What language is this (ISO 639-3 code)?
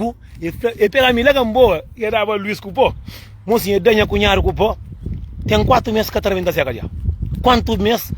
kea